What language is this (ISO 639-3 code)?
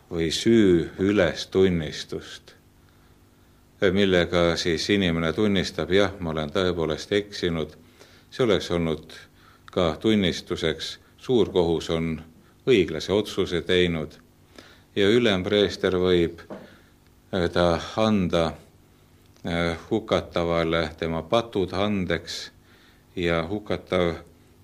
est